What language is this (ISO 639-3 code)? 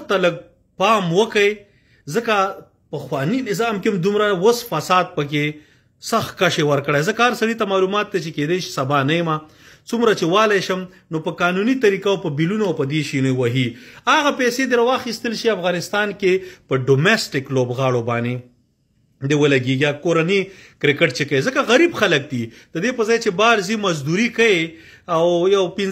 pus